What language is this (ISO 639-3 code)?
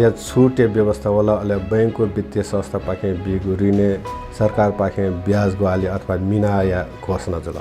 new